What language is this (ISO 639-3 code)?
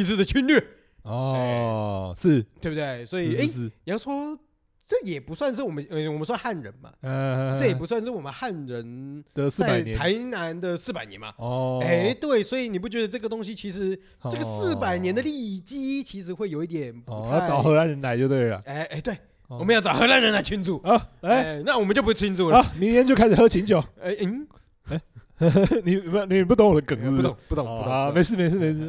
zho